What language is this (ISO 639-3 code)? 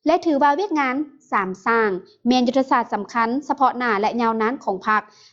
lao